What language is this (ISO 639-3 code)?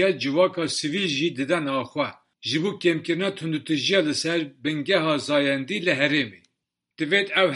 kur